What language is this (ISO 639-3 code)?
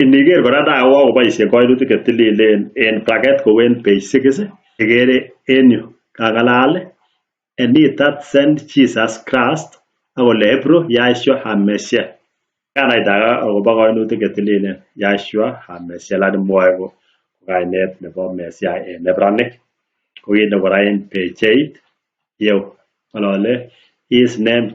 kln